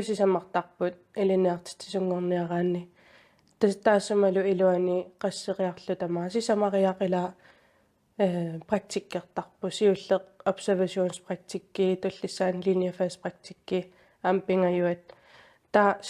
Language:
Kalaallisut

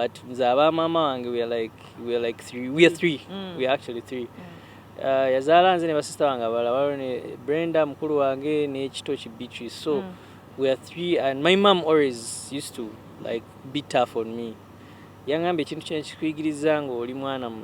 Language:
Ganda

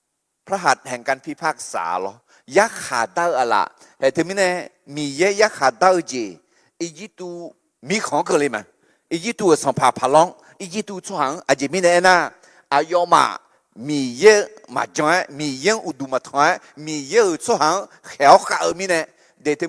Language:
Akha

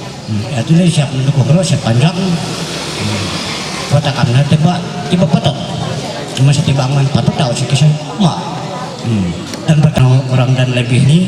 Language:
Ma'anyan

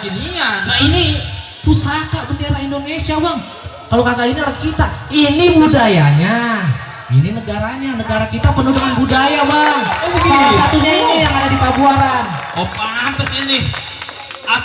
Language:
Betawi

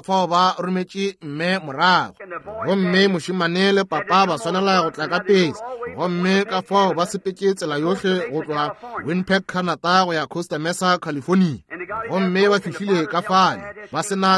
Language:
Northern Sotho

